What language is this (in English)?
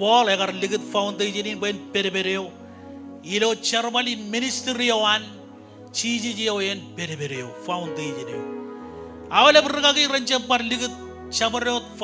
Marshallese